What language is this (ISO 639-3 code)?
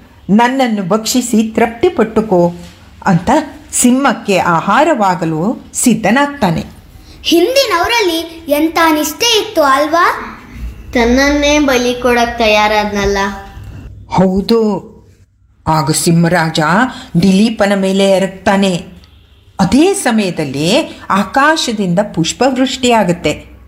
kan